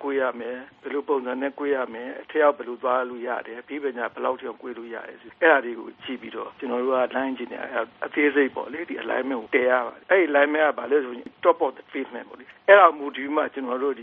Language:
Burmese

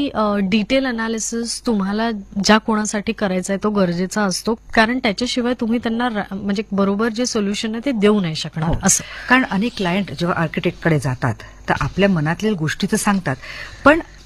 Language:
Marathi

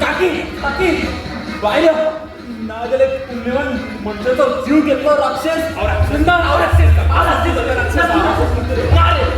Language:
Konkani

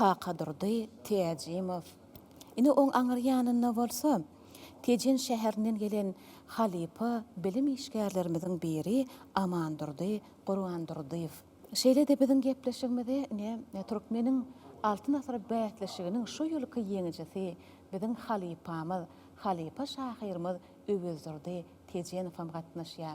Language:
Turkmen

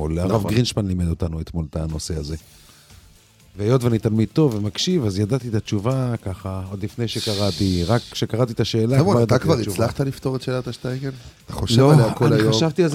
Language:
Hebrew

